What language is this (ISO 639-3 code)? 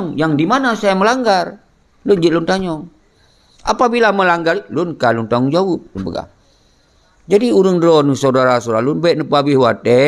ace